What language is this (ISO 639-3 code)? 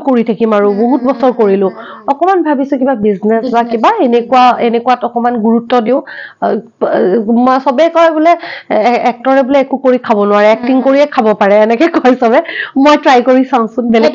asm